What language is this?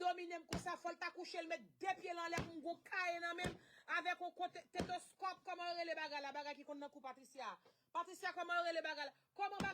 Haitian Creole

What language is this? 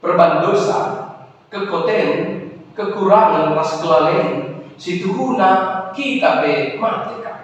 Batak Karo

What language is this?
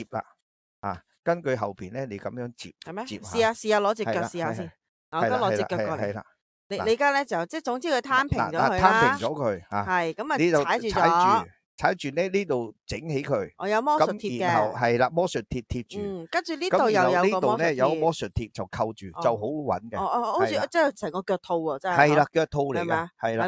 Cantonese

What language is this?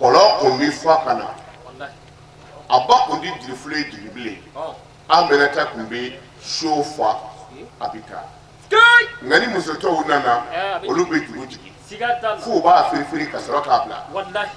Bambara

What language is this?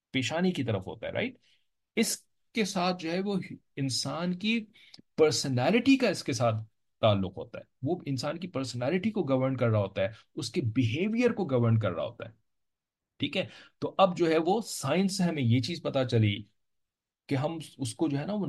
Urdu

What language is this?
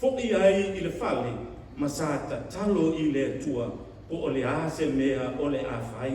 Samoan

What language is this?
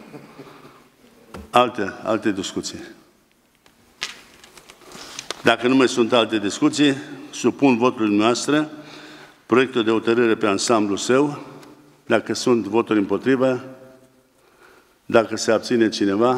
Romanian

